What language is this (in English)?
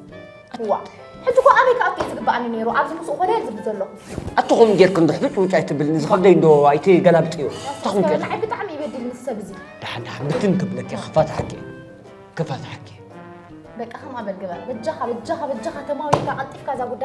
Tigrinya